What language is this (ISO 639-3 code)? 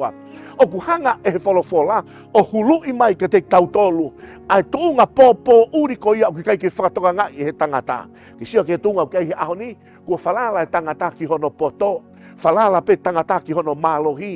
ton